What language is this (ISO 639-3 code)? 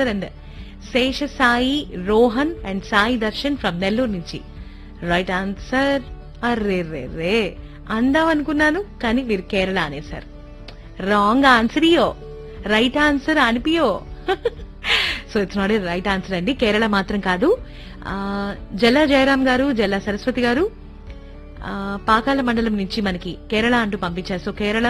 tel